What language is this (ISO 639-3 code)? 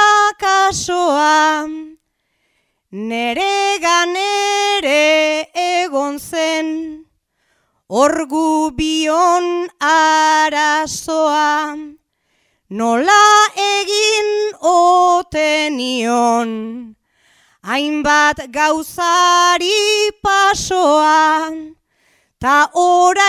eus